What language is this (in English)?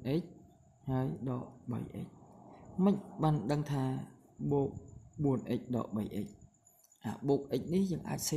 Khmer